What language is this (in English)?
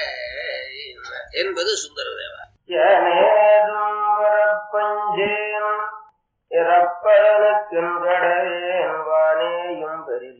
Tamil